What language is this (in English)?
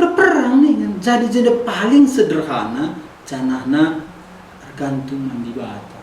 Batak Karo